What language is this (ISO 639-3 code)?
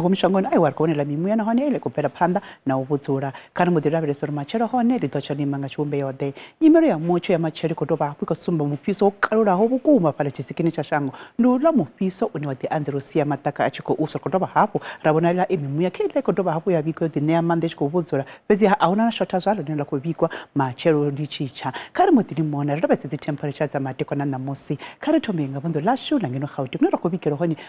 ven